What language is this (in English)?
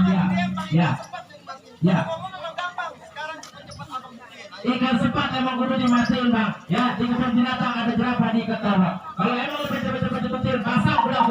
Betawi